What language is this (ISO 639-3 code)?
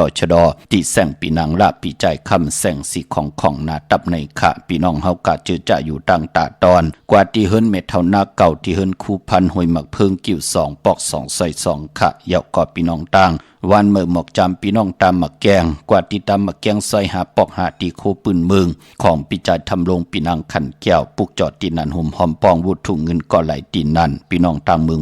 shn